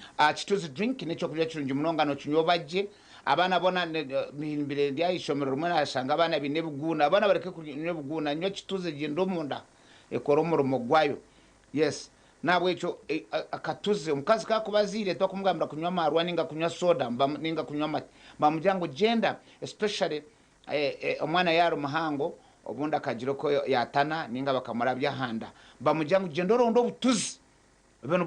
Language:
Nyankole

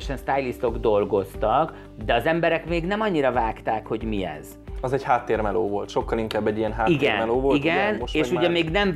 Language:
Hungarian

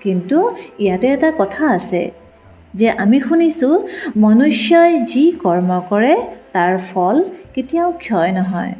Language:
Assamese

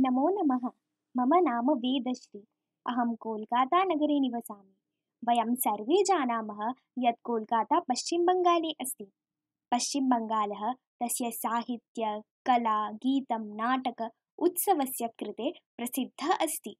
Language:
Sanskrit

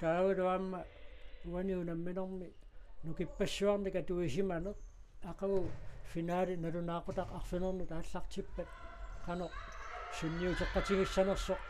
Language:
Kalaallisut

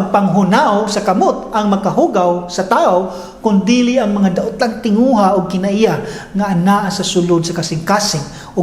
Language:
Cebuano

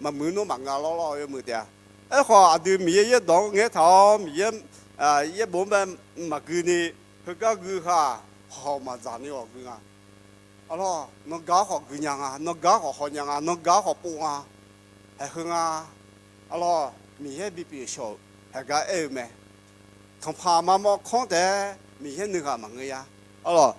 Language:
Akha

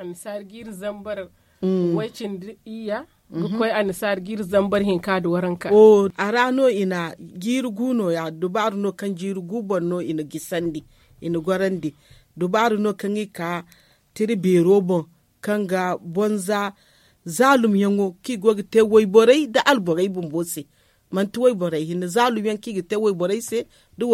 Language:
Zarma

